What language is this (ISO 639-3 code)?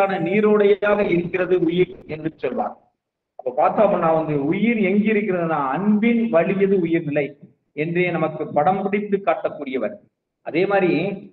tam